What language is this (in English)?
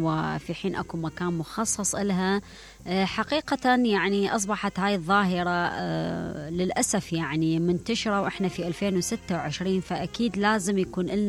Mesopotamian Arabic